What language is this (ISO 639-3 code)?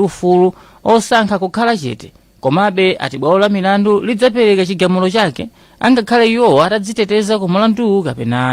nya